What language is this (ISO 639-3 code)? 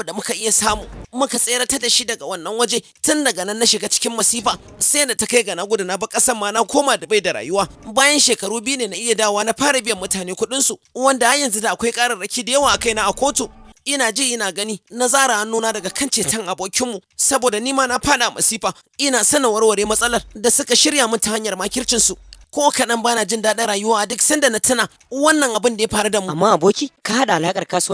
hau